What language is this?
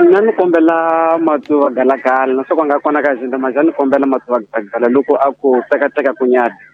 Tsonga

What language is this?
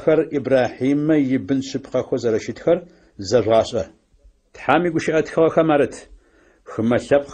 Adyghe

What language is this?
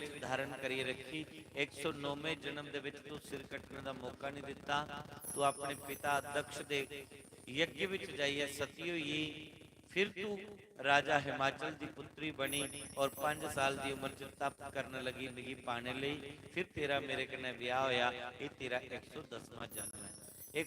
Dogri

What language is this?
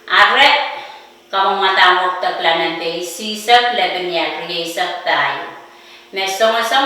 Pohnpeian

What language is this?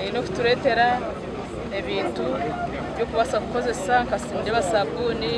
Nyankole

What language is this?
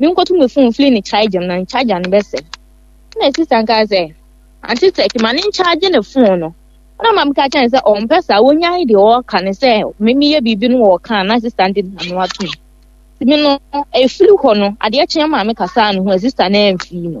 Akan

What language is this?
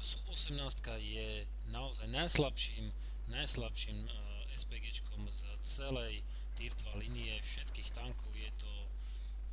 Slovak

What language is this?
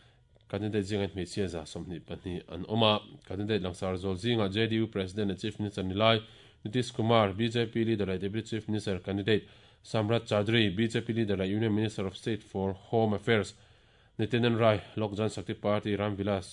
Mizo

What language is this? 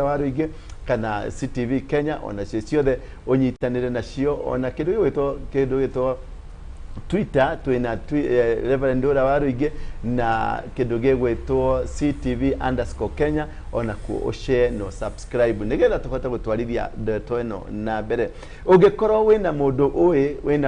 Kikuyu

